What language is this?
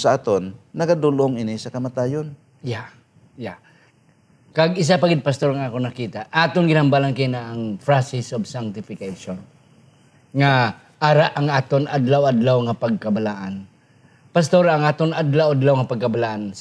Hiligaynon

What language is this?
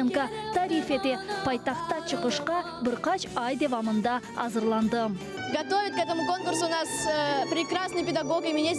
Crimean Tatar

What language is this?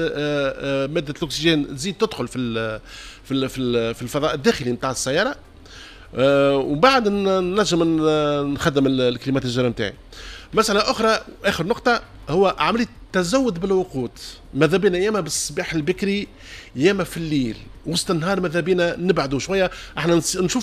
Tunisian Arabic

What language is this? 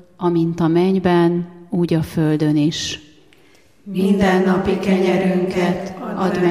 Hungarian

